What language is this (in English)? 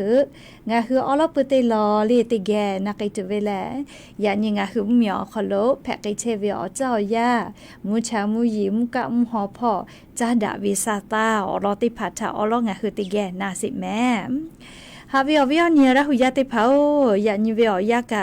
Lahu